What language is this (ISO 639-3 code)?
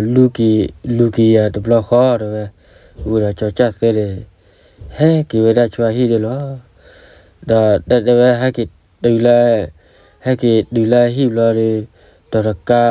ksw